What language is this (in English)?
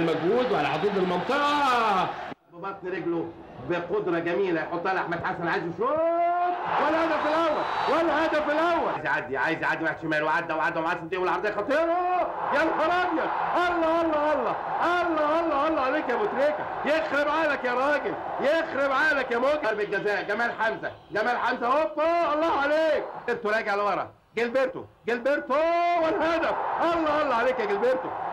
Egyptian Arabic